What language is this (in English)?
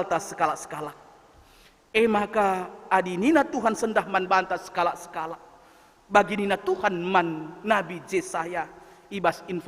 Batak Karo